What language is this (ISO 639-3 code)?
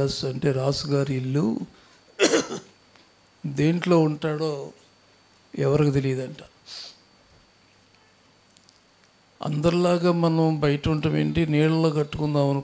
tel